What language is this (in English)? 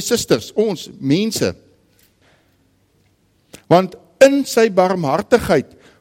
Afrikaans